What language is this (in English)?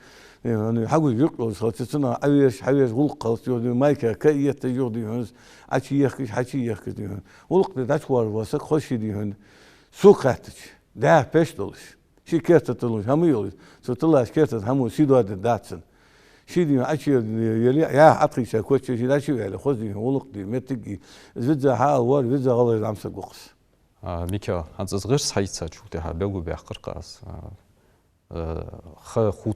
Ingush